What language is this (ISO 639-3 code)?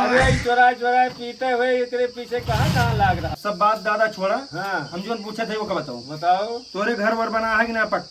awa